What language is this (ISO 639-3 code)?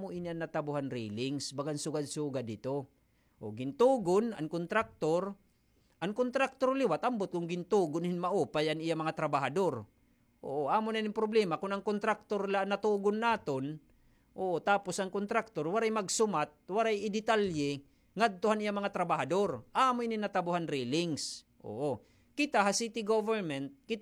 war